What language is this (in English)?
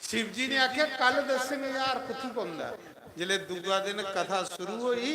Dogri